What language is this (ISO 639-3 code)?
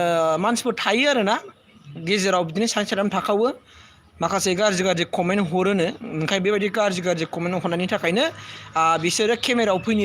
brx